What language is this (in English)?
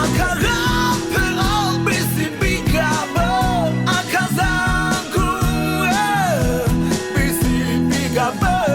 Akha